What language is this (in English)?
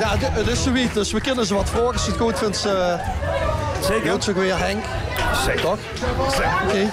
Limburgish